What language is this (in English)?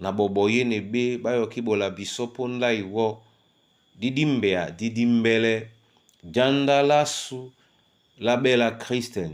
Duala